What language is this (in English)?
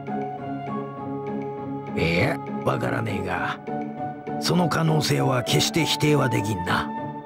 Japanese